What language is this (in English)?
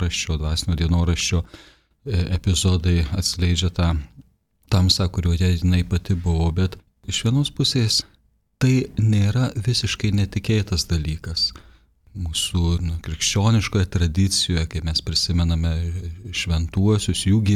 Lithuanian